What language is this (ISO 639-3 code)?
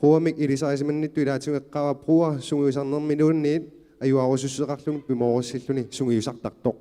kal